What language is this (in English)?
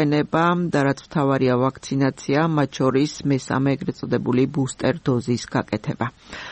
Georgian